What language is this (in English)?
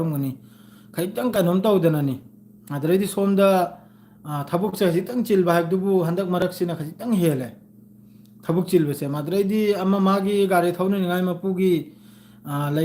Manipuri